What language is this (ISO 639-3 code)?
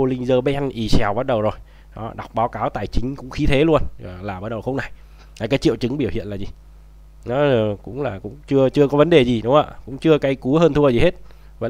vie